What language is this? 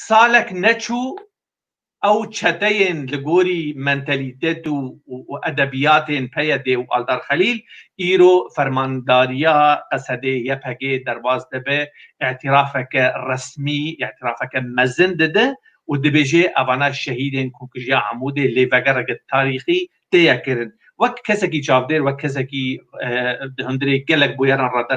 Kurdish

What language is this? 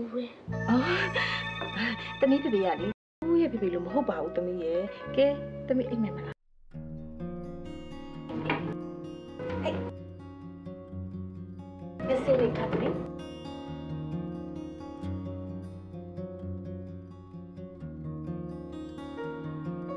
Burmese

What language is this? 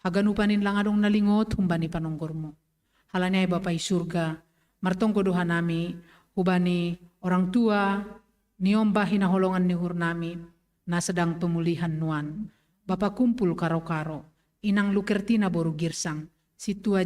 Batak Simalungun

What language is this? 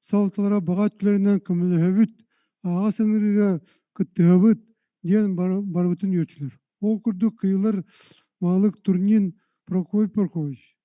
Yakut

